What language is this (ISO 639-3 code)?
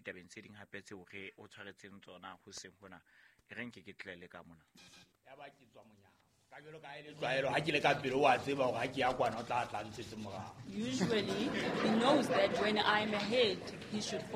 sot